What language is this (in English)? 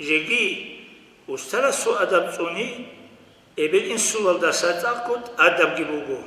Avaric